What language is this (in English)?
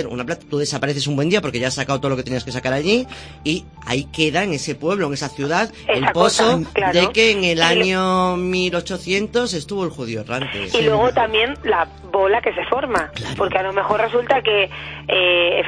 Spanish